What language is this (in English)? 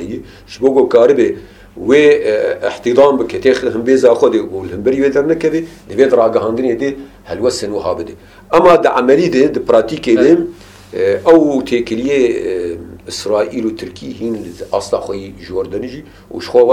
Kurdish